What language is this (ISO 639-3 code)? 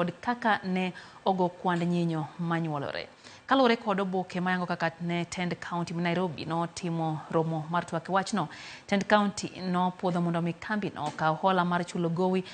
luo